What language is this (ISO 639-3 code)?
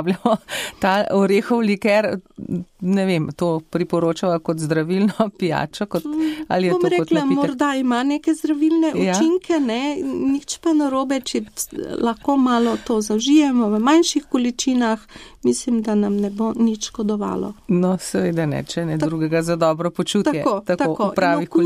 slv